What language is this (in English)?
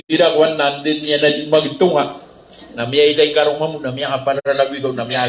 Maranao